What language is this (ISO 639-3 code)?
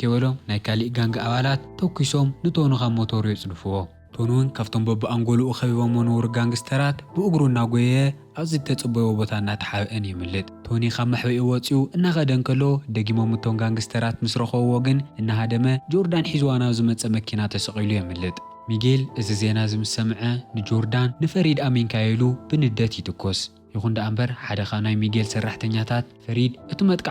tir